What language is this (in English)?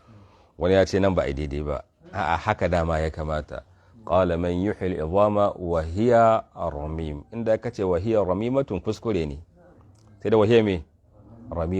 Hausa